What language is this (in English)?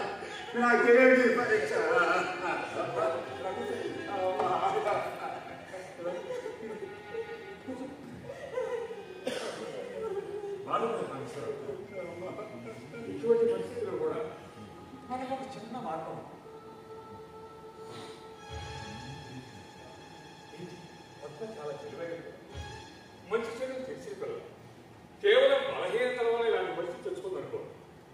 Telugu